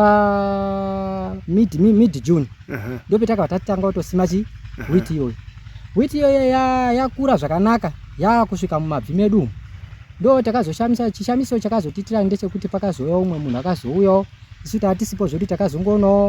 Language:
Shona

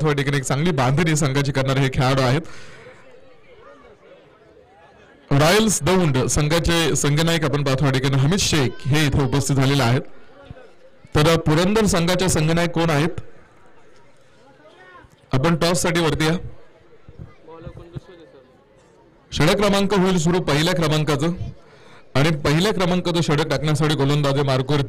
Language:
Marathi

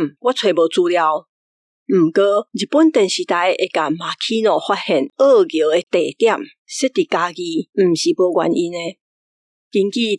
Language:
Min Nan Chinese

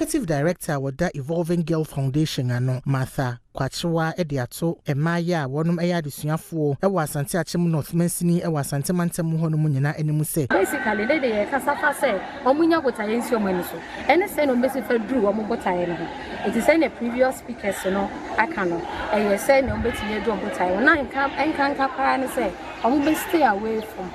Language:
Akan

